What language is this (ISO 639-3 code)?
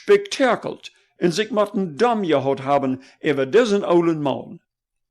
pdt